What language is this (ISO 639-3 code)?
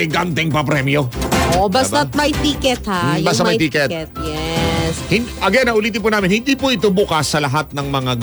fil